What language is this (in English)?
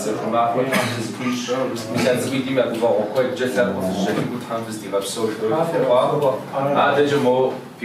Kabardian